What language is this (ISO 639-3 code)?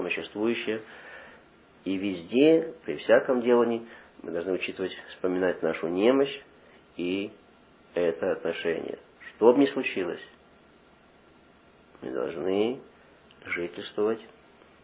rus